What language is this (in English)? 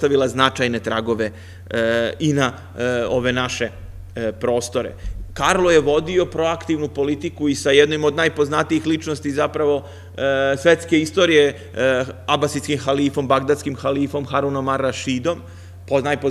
Serbian